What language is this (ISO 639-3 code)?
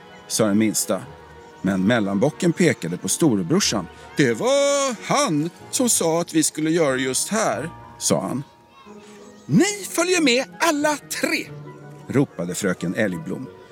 swe